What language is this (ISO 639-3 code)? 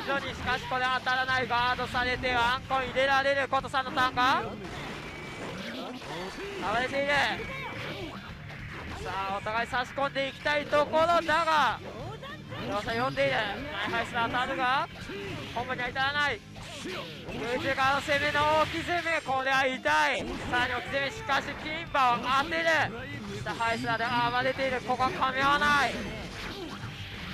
jpn